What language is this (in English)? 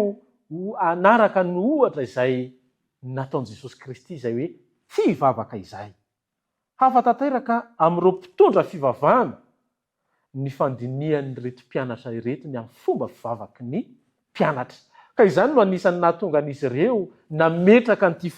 Malagasy